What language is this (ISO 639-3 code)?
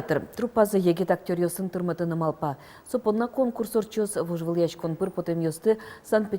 udm